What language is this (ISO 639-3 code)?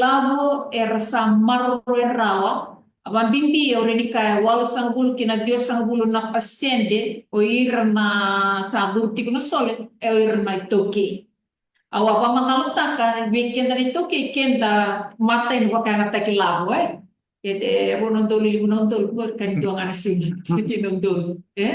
fij